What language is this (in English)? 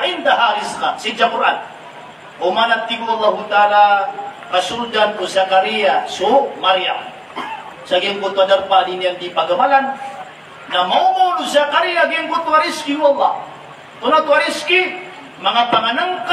Maranao